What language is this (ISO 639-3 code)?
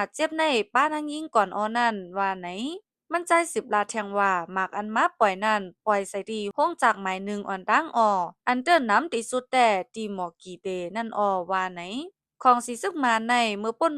shn